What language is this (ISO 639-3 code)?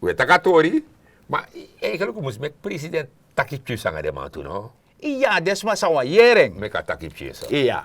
srn